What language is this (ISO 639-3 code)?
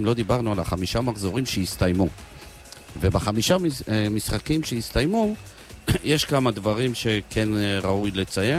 heb